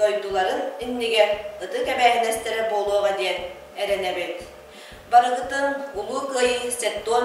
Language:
Yakut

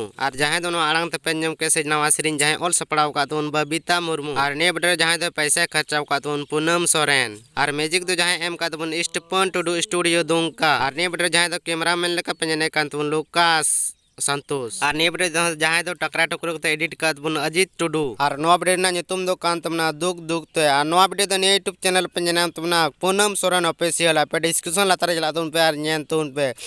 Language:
Santali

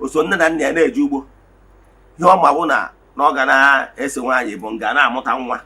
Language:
Igbo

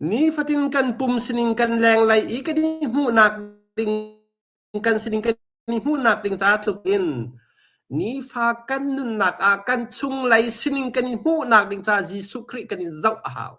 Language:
Hakha Chin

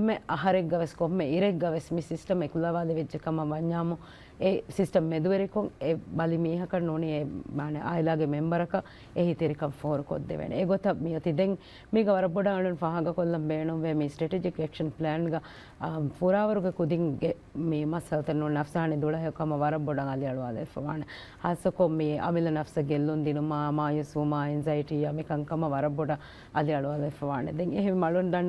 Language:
Divehi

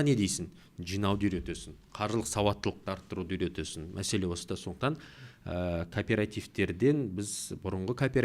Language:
Kazakh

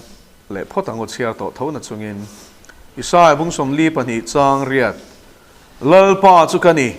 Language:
Mizo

